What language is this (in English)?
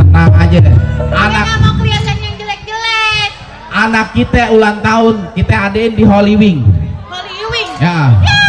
Betawi